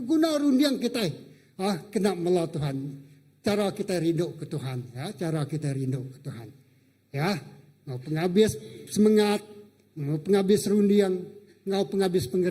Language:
Iban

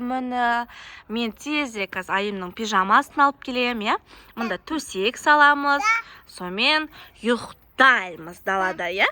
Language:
Kazakh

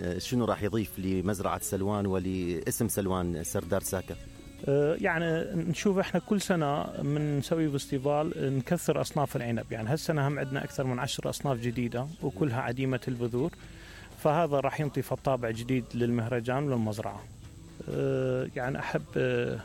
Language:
Mesopotamian Arabic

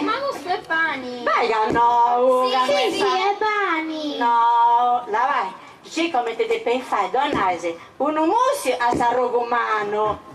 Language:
Sardinian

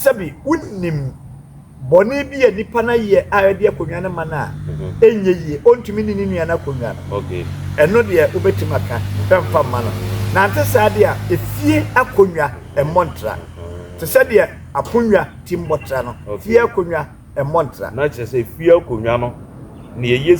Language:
Akan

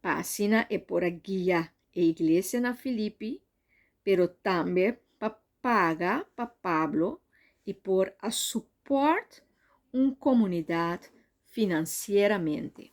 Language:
Papiamento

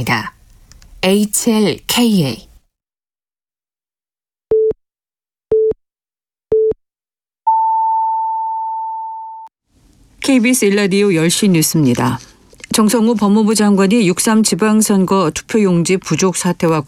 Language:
Korean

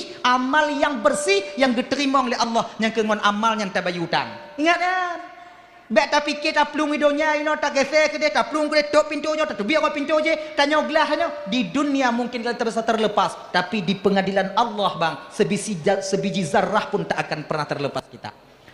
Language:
Achinese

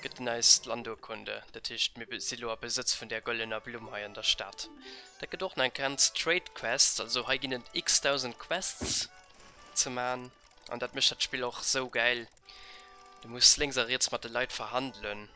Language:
Luxembourgish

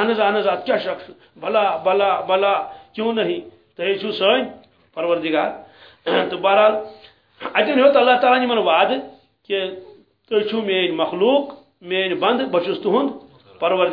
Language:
Kashmiri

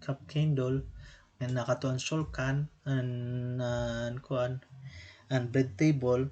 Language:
Waray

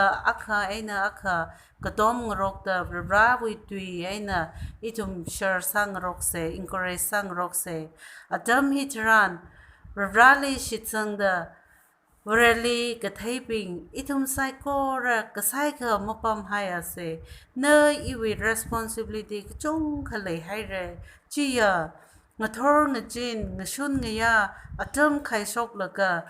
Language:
Tangkhul Naga (India)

